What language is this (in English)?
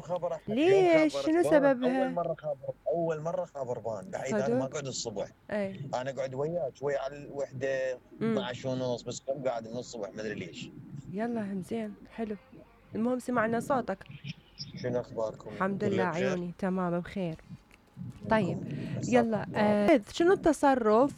Mesopotamian Arabic